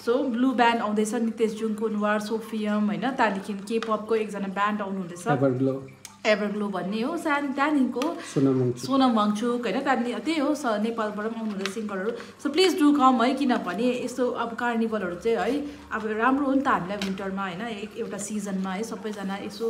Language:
Nepali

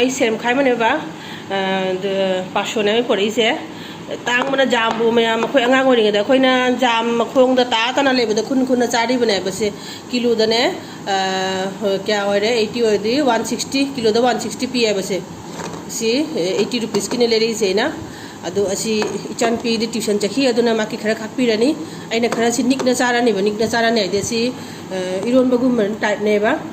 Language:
Manipuri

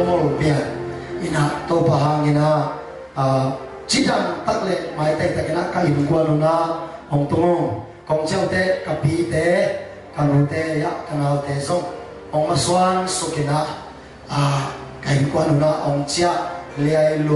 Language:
Tedim Chin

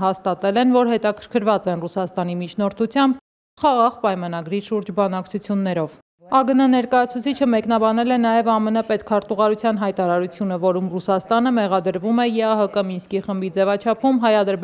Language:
Armenian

